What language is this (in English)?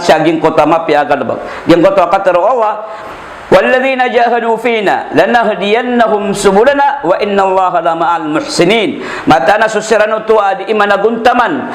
Maranao